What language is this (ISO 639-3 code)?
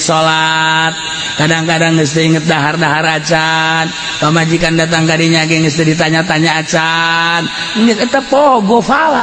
sun